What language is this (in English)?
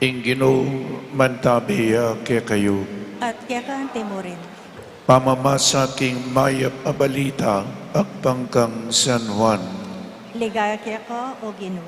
Pampanga